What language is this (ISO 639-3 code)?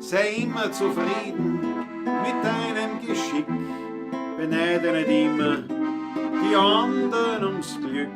bar